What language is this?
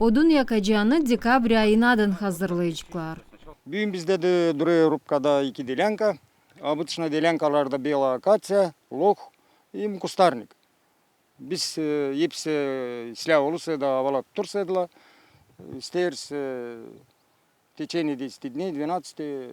Gagauz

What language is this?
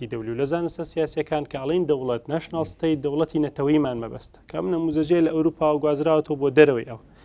Central Kurdish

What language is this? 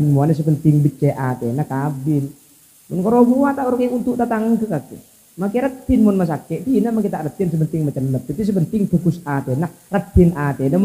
Madurese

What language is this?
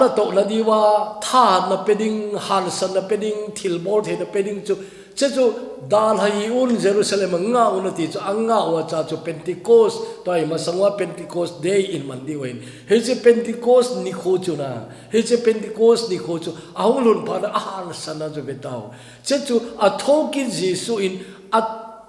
Thado Chin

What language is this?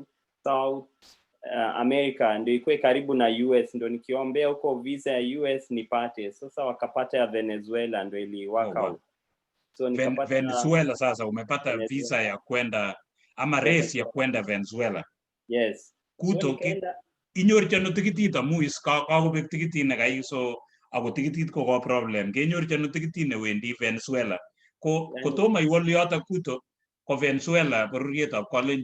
Kalenjin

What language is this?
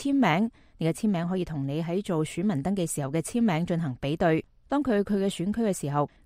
Cantonese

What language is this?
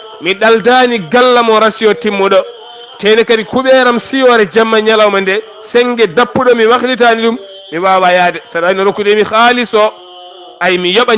Fula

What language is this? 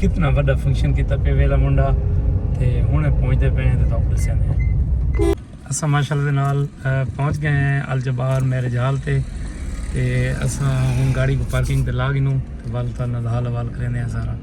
Saraiki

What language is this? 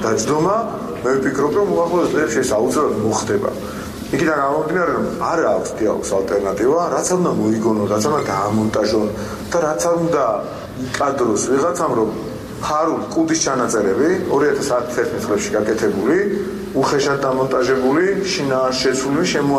Georgian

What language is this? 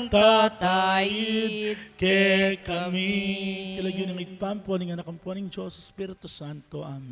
Pampanga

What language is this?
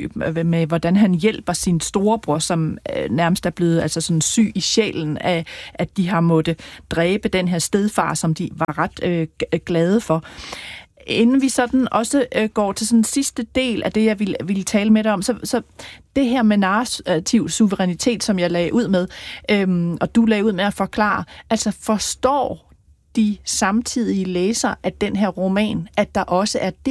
Danish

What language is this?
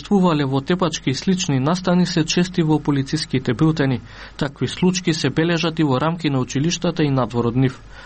Macedonian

